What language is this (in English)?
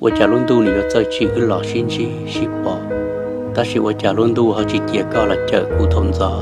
Hmong